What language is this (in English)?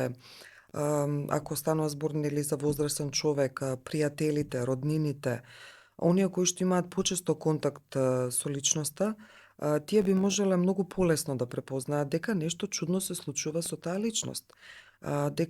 Macedonian